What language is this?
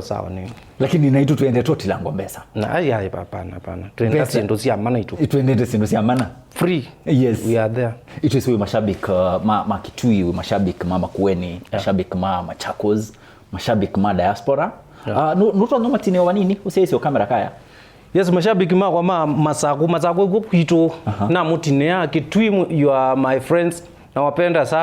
Kamba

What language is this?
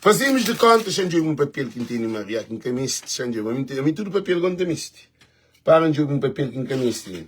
Kabuverdianu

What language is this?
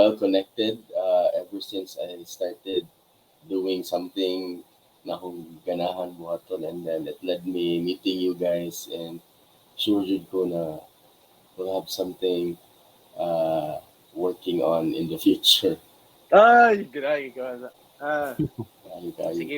Cebuano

